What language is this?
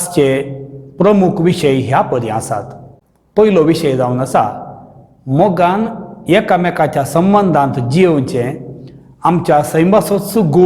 Konkani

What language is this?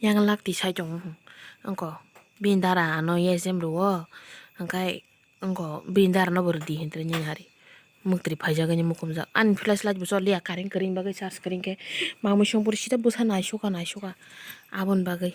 Kok Borok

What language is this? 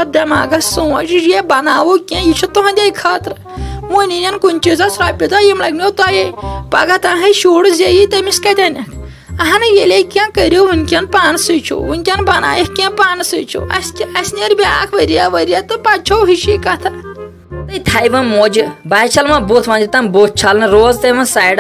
Kashmiri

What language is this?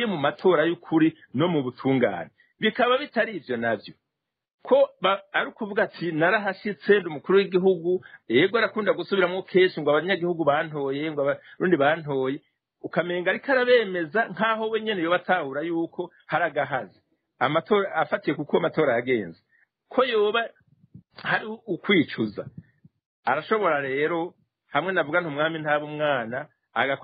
Rundi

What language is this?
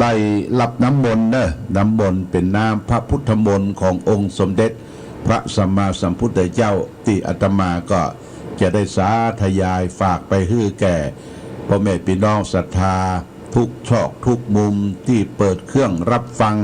Pali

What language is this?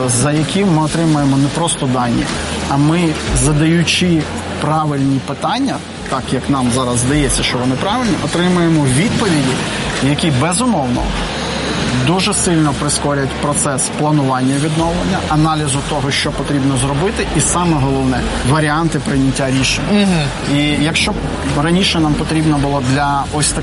Ukrainian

